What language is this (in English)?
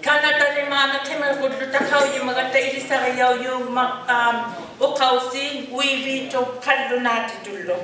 Inuktitut